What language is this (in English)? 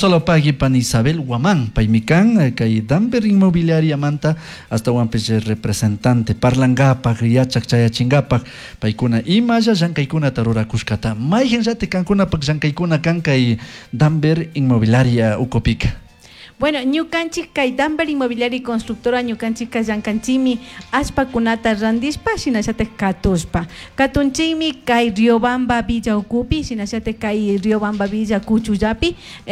Chimborazo Highland Quichua